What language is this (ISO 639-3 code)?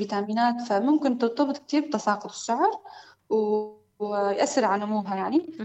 apc